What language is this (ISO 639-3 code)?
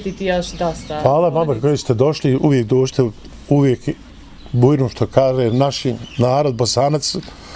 bos